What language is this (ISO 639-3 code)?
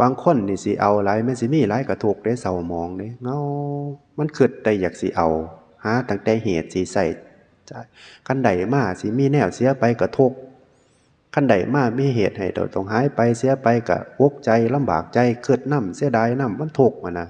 tts